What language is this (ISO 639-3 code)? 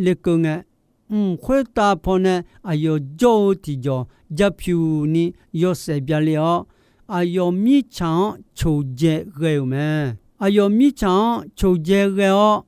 ahk